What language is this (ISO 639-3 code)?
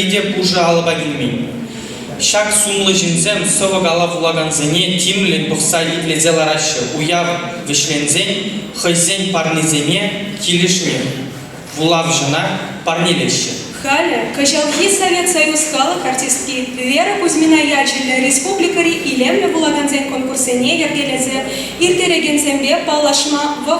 chv